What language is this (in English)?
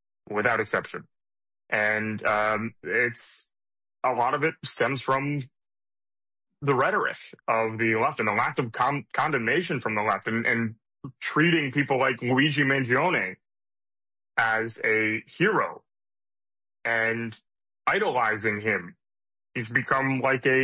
English